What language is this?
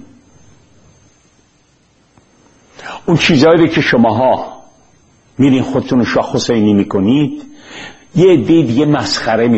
Persian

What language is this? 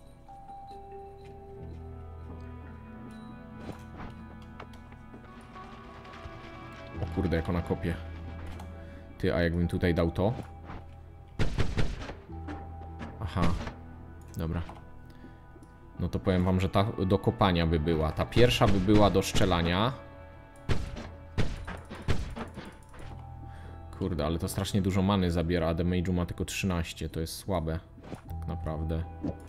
Polish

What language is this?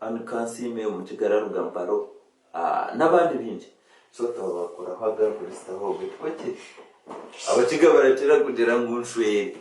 Nyankole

